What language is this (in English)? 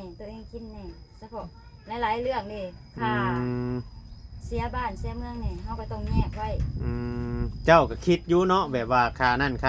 Northeastern Thai